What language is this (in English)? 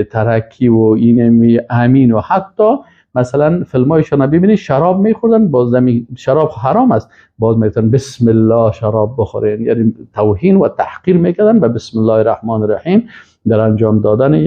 Persian